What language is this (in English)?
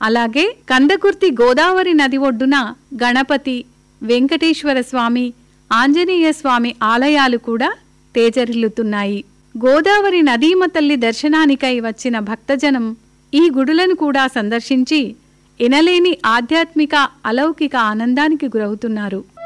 Telugu